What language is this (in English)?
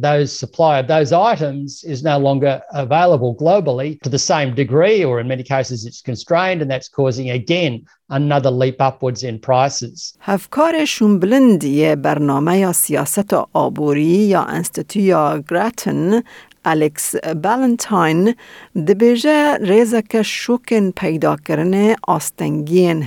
Kurdish